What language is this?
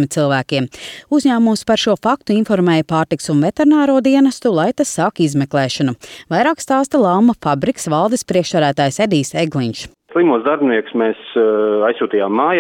Latvian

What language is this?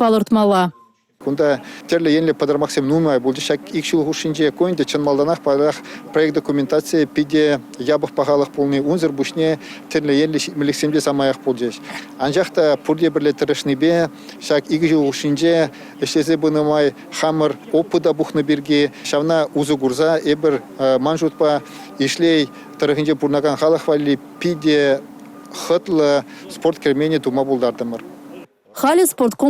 Chuvash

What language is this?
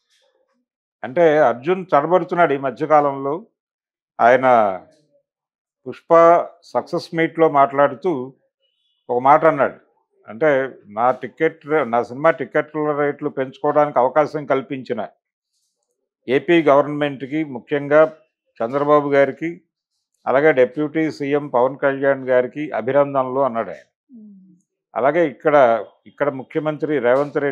Telugu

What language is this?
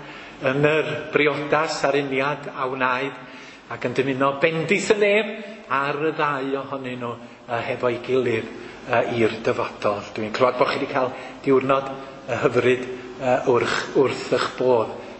Welsh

